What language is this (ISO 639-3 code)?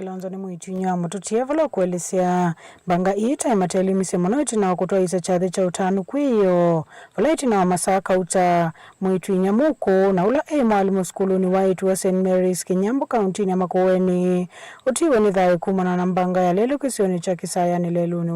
kam